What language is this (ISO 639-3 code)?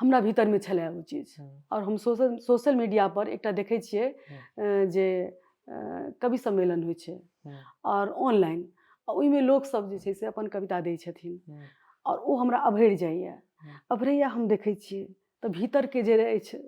mai